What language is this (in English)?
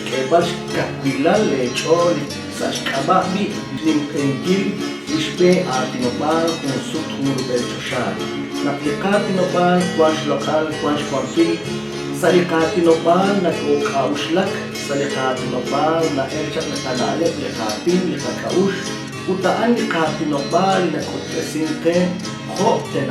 Kekchí